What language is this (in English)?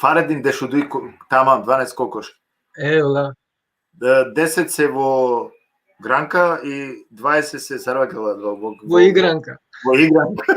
Balkan Romani